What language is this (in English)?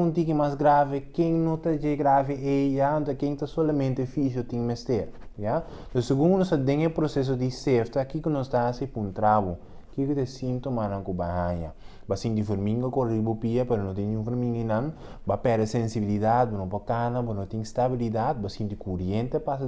Papiamento